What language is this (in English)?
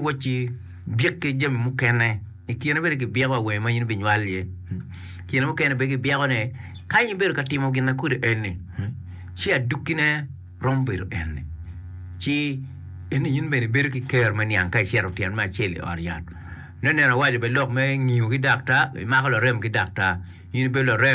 Acoli